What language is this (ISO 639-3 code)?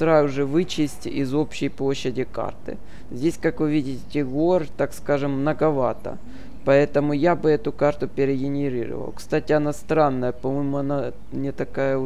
rus